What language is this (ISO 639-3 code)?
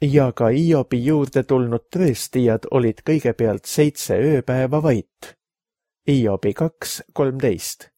est